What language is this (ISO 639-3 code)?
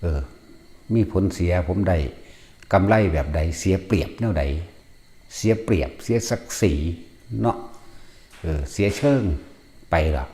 tts